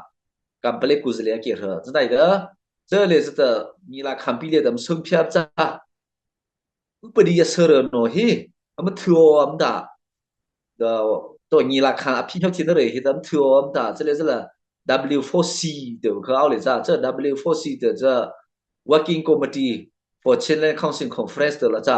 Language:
Mara Chin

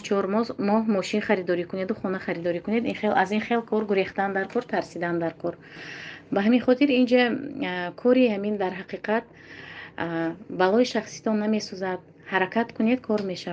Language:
Tajik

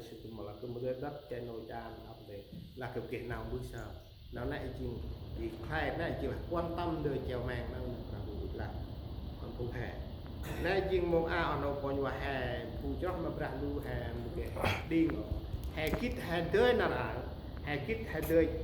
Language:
Central Mnong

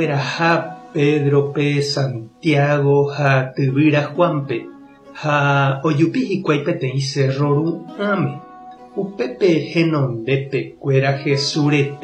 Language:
Guarani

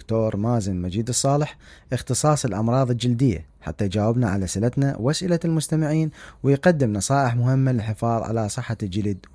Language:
Mesopotamian Arabic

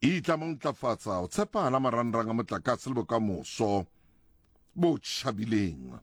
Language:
Southern Sotho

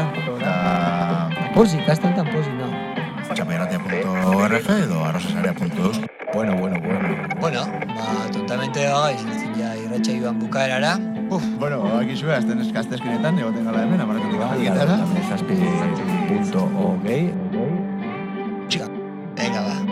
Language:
Basque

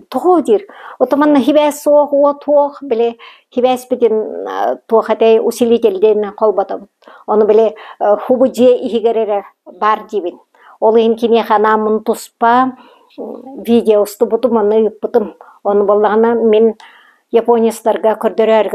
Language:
Yakut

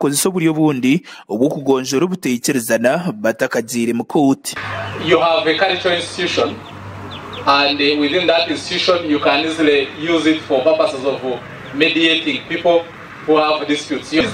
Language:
Nyankole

